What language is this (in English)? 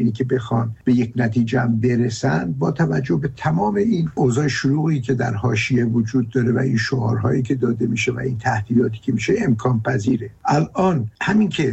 Persian